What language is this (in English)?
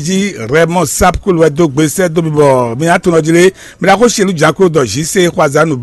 Fon